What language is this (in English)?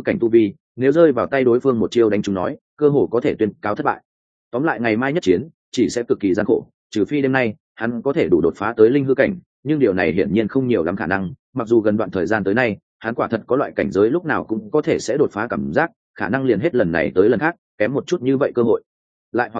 Vietnamese